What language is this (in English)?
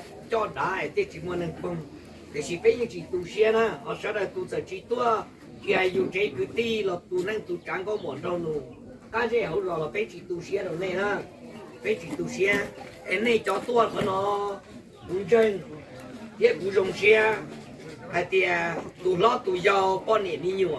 Hmong